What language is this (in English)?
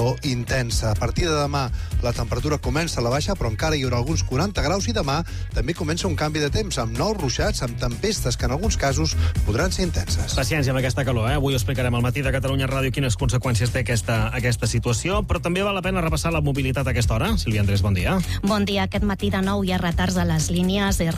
Catalan